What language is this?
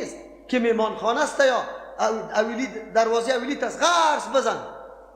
Persian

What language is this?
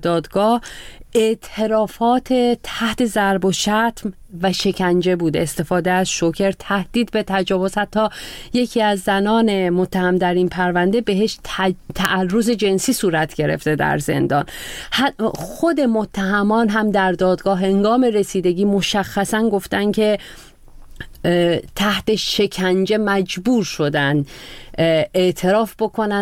Persian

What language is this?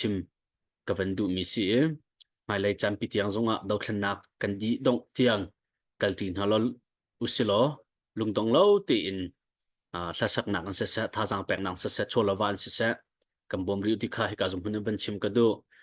Hakha Chin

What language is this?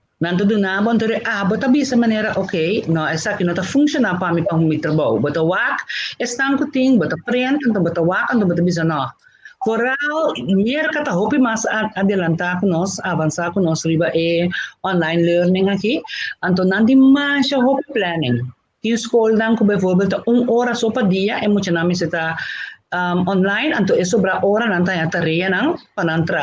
Papiamento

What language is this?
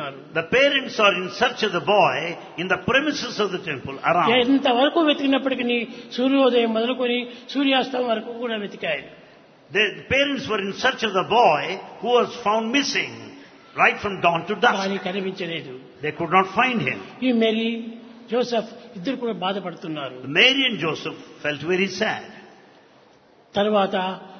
Telugu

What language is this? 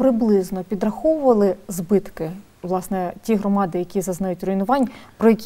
Ukrainian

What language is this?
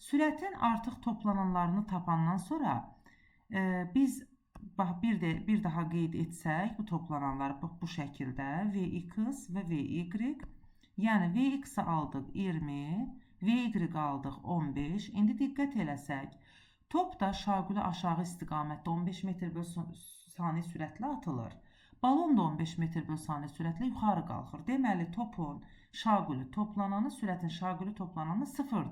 Azerbaijani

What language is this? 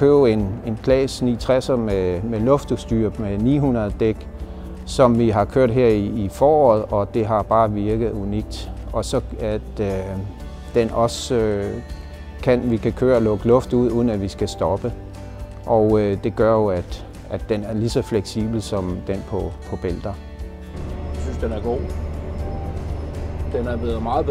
Danish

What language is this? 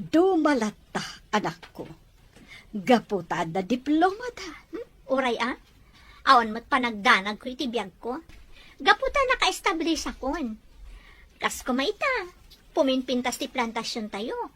Iloko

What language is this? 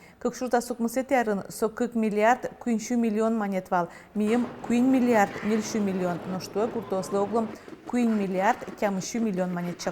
Udmurt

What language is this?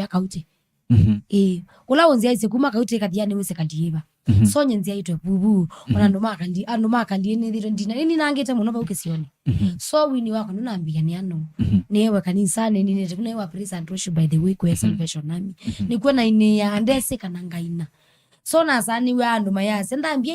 Kamba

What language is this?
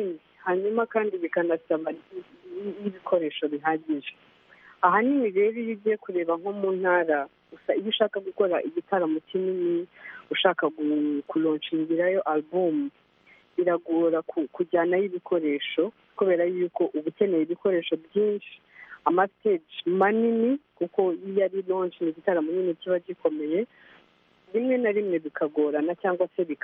Kinyarwanda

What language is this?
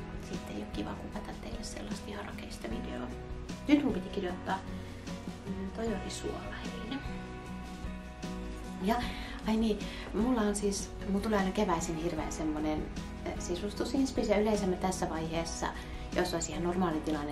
Finnish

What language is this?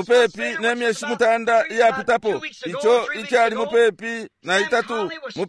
Bemba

